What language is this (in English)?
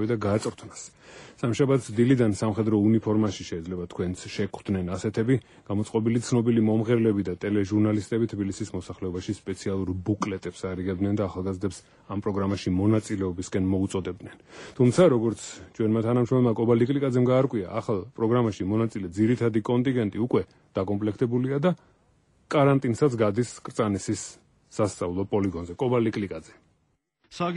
Georgian